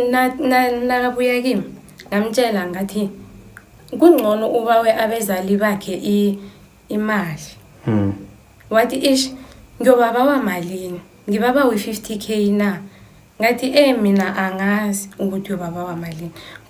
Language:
Zulu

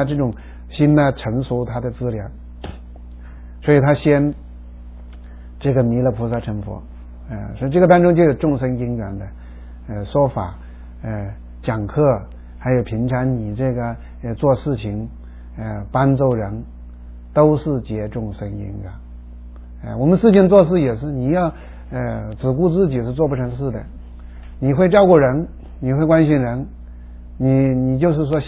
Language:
Chinese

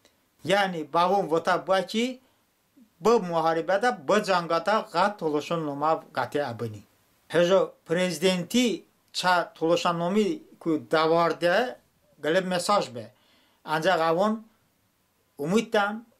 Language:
Talysh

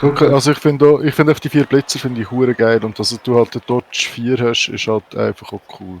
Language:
Swiss German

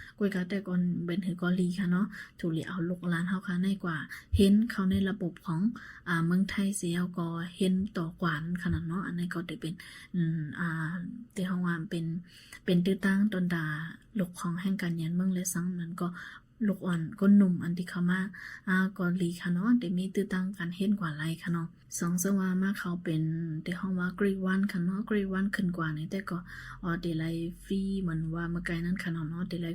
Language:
Shan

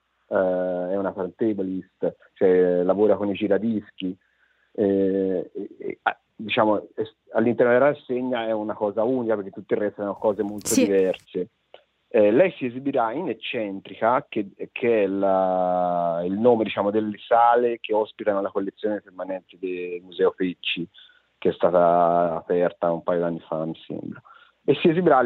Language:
Italian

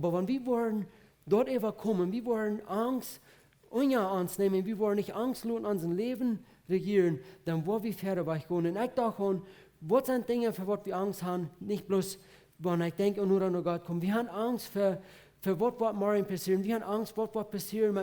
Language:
Plautdietsch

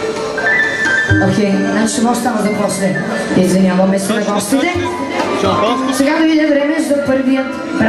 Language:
Bulgarian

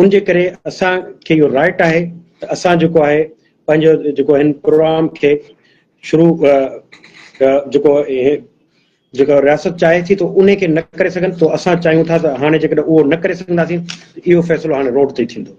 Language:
Sindhi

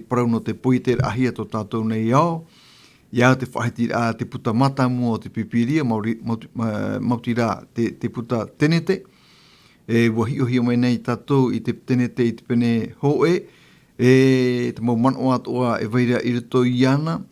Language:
Tahitian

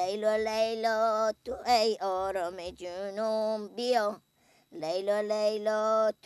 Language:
Persian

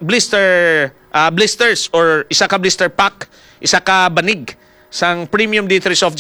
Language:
Hiligaynon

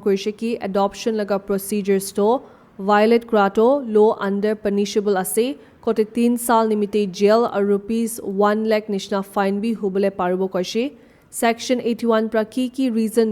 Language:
Naga Pidgin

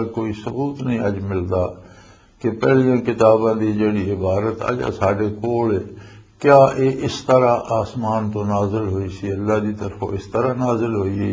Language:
Western Panjabi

